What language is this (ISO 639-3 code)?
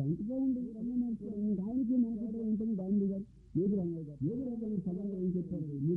tel